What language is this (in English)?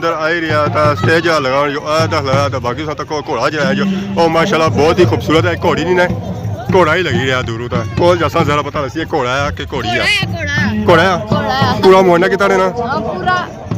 Pahari-Potwari